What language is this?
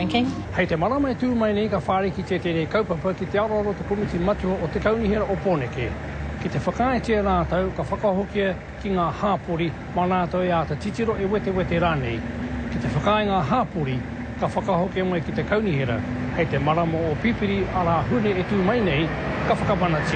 Māori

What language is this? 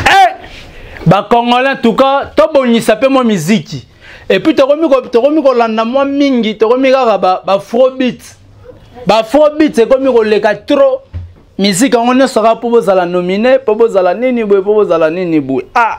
Lingala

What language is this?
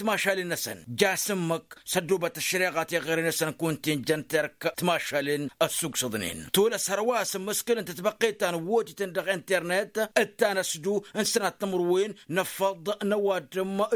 Tamasheq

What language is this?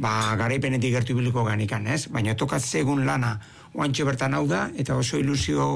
Basque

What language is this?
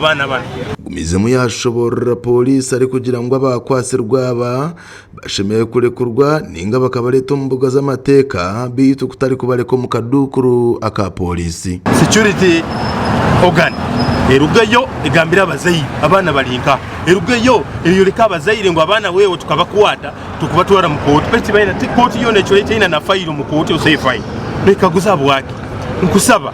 Nyankole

